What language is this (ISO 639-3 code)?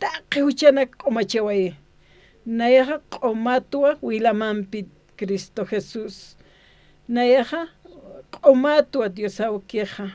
aym